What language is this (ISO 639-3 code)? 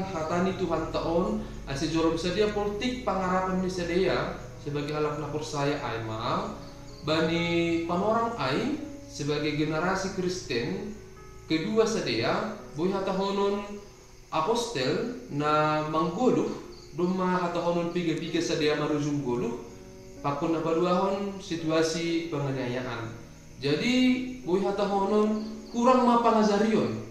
bts